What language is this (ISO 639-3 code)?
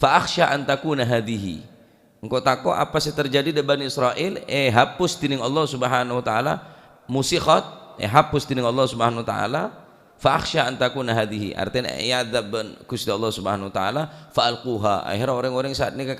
mad